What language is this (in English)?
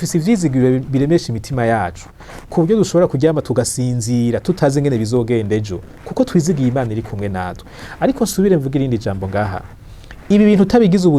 Rundi